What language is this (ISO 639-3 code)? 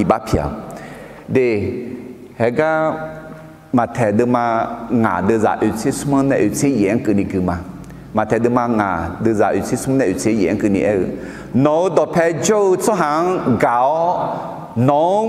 ahk